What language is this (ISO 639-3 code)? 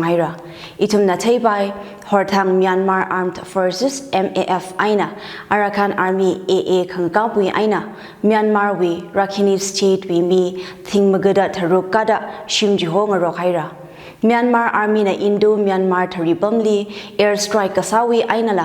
nmf